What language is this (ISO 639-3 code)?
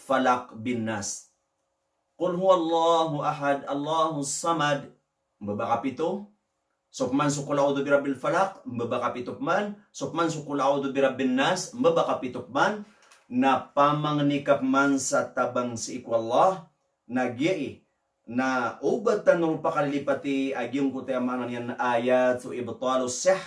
mrw